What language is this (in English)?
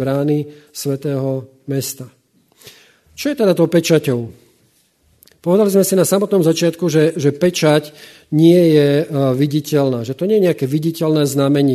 Slovak